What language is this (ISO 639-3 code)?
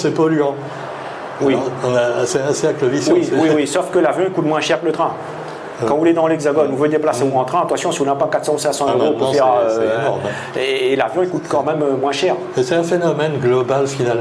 rcf